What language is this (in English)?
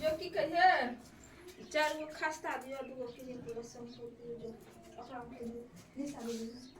Maithili